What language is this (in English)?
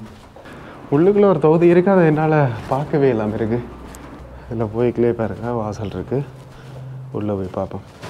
Tamil